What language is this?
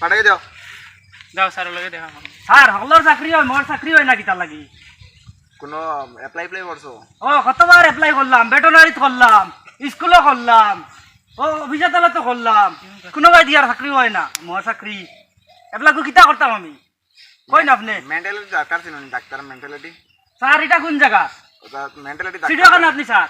Sylheti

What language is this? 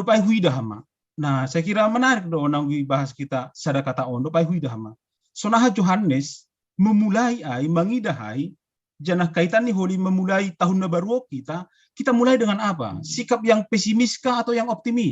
Batak Simalungun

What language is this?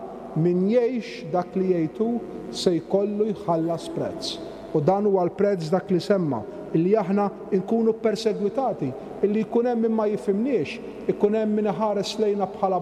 Maltese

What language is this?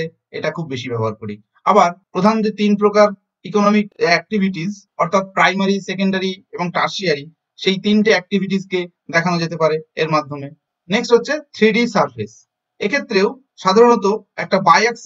Bangla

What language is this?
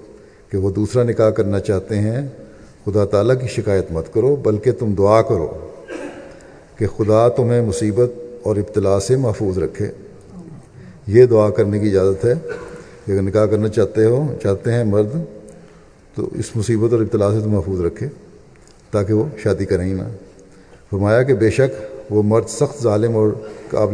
Urdu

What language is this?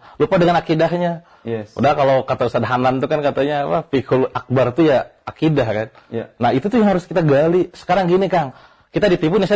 Indonesian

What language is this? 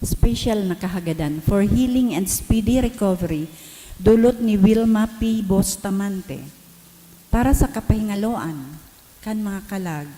Bikol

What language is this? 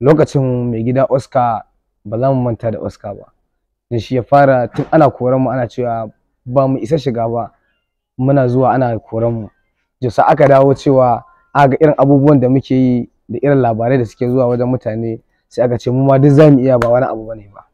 Hausa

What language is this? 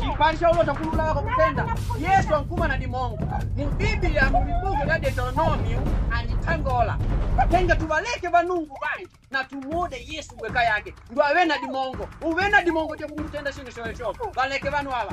Makonde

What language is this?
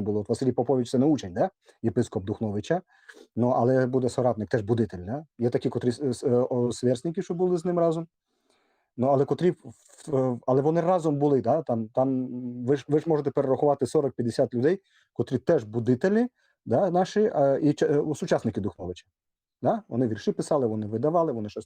Rusyn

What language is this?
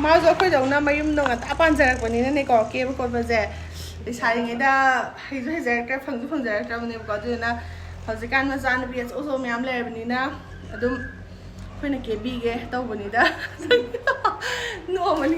Manipuri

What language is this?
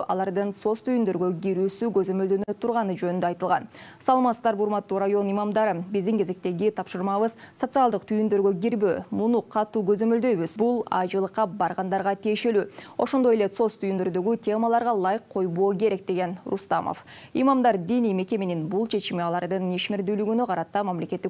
Kyrgyz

